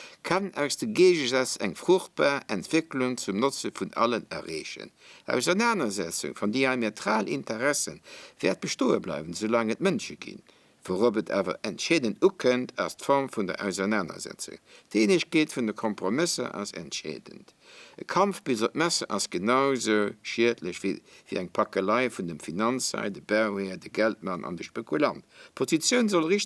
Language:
Luxembourgish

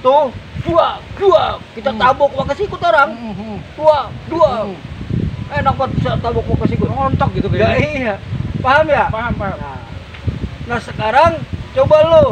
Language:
Betawi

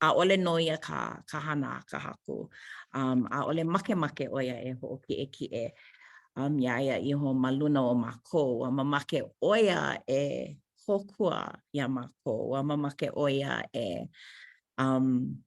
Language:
Hawaiian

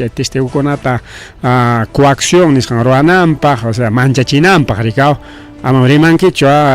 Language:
Ayacucho Quechua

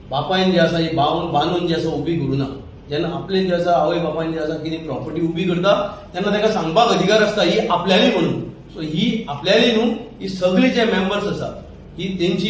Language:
Konkani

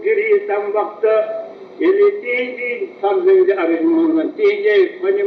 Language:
Kashmiri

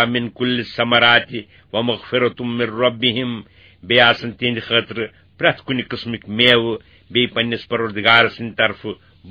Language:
Kashmiri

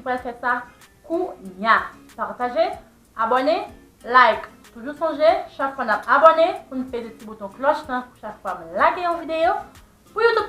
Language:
Haitian Creole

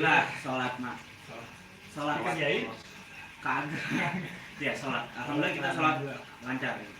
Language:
Betawi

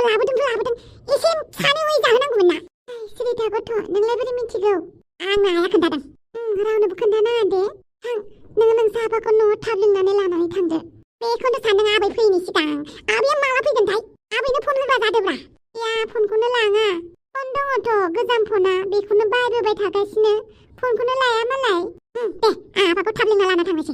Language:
Bodo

